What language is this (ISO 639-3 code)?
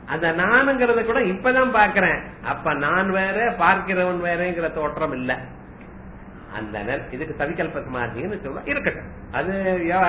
tam